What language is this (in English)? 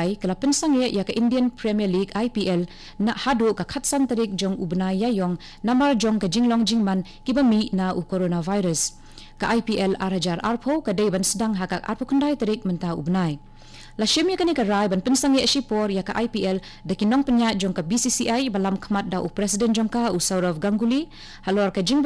Khasi